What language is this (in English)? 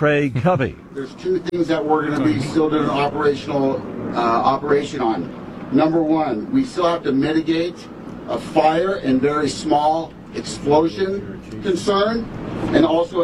English